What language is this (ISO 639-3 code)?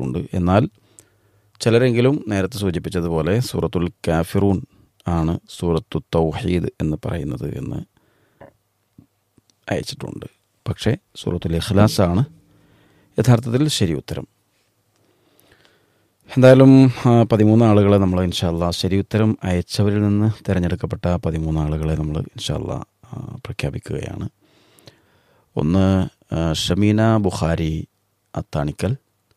mal